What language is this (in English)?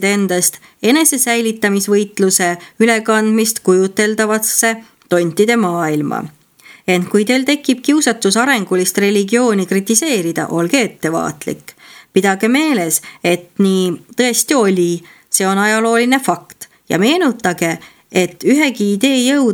Estonian